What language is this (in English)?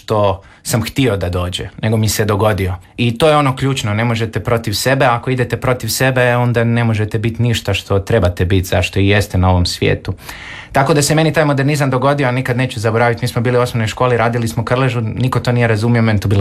Croatian